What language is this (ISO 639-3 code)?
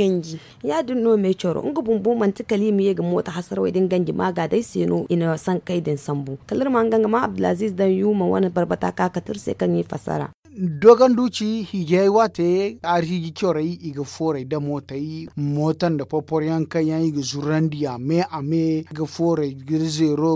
dje